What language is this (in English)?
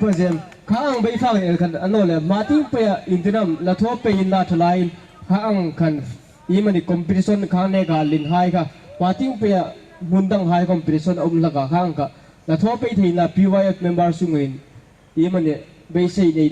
Hmar